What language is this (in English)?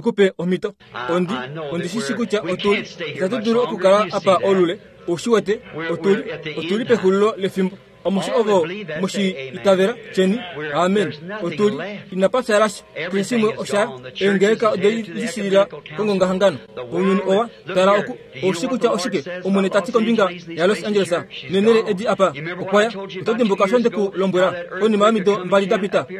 Kuanyama